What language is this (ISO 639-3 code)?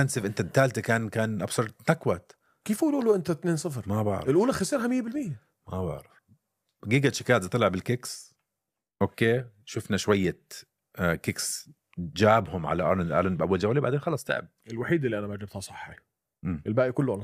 apc